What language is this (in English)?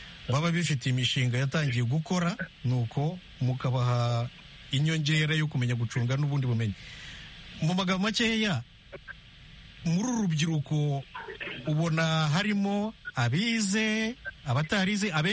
Kinyarwanda